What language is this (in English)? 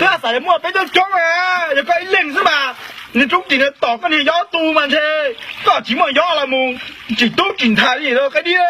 Hmong